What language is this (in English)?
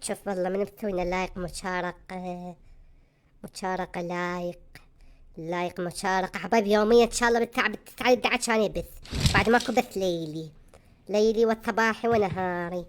Mesopotamian Arabic